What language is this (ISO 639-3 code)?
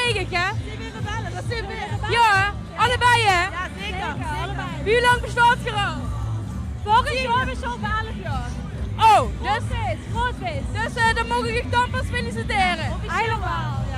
lim